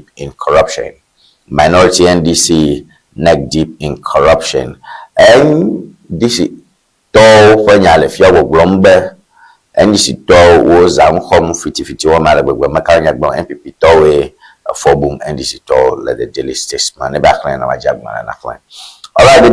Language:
Ewe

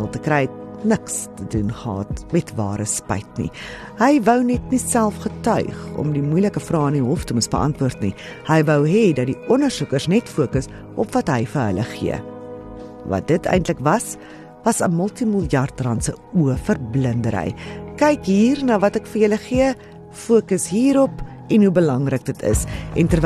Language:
Afrikaans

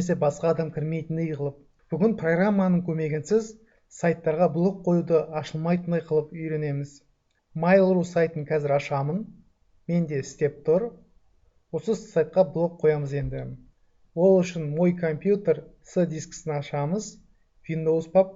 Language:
Kazakh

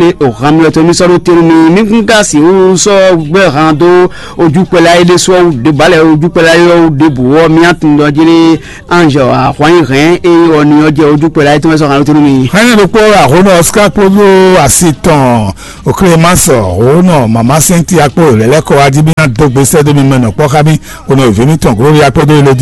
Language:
Fon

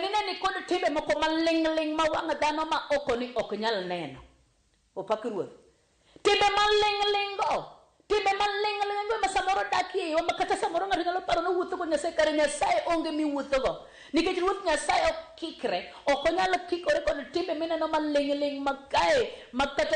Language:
Luo (Kenya and Tanzania)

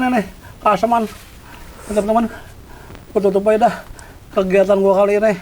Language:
Betawi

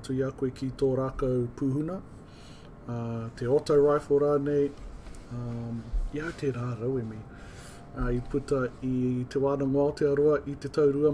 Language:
Māori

